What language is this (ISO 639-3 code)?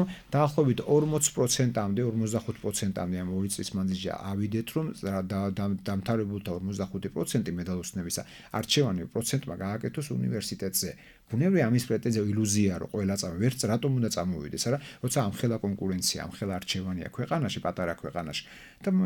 kat